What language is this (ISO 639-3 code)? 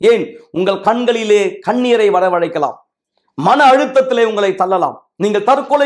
tam